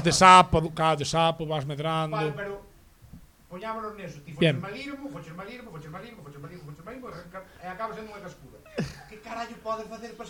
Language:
Galician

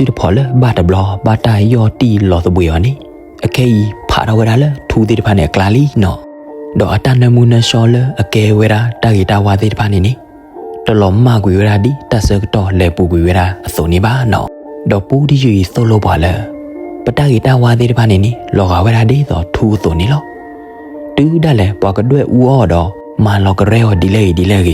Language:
S'gaw Karen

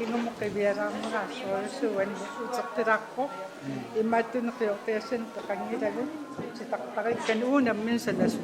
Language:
Kalaallisut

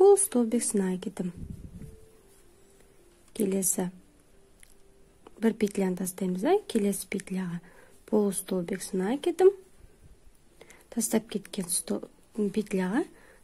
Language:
Kazakh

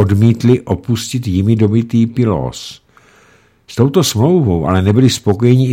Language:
Czech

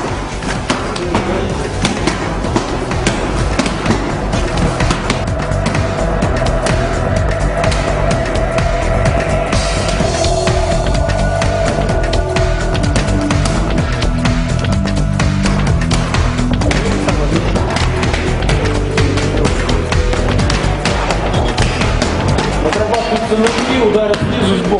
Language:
Russian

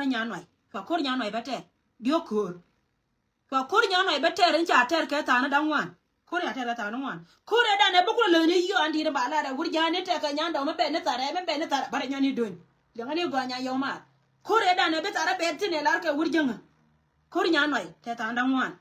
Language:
Nuer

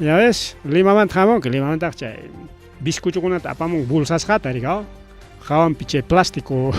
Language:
Ayacucho Quechua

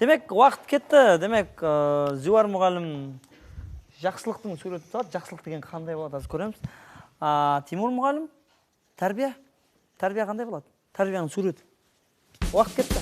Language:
Kara-Kalpak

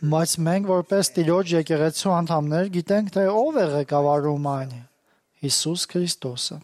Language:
Armenian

